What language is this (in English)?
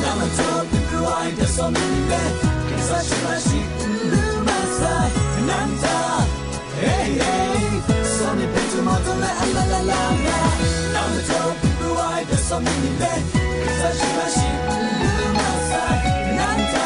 Kachin